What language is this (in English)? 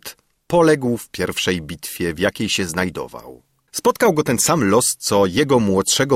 Polish